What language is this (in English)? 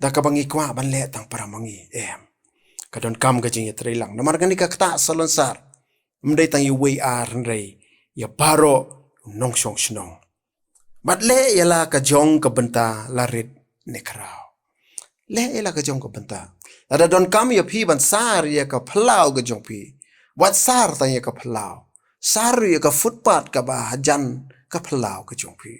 Khasi